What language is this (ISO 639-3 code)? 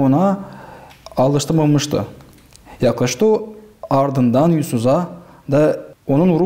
gag